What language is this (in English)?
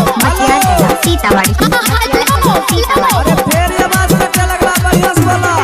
Maithili